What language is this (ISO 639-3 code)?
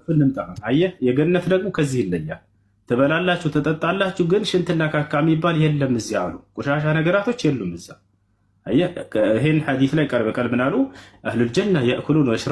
amh